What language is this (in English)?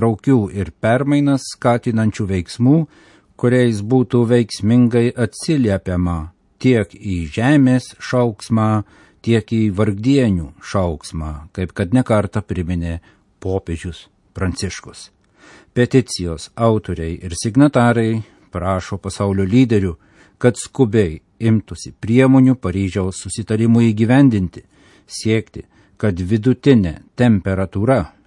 Lithuanian